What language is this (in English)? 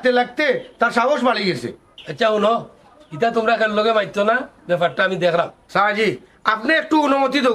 Sylheti